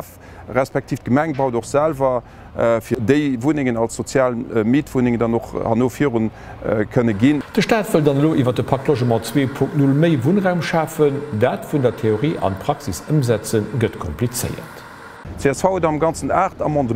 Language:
Luxembourgish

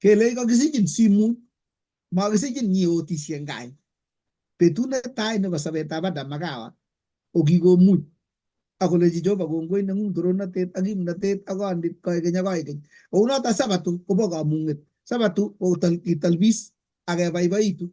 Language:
Kalenjin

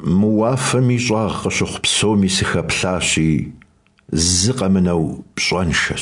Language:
Kabardian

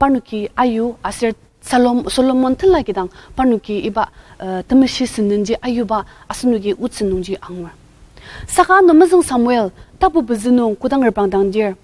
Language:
Ao Naga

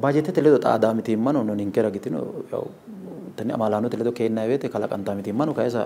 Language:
Sidamo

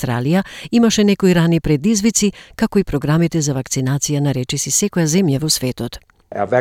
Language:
Macedonian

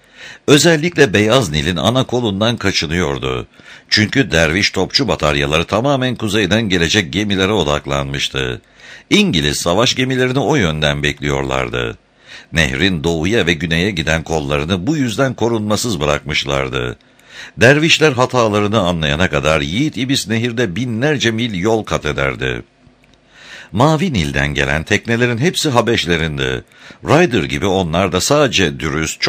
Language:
Turkish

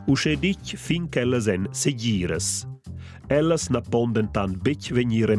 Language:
Romansh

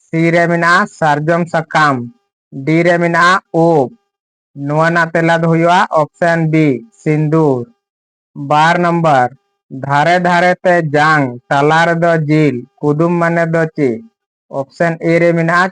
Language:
Santali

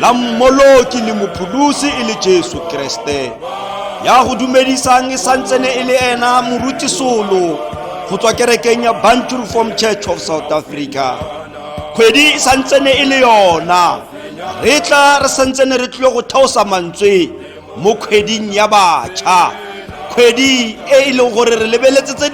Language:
Tswana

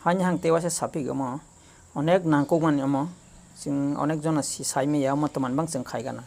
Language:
Kok Borok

